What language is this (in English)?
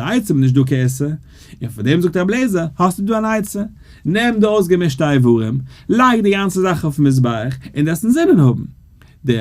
Yiddish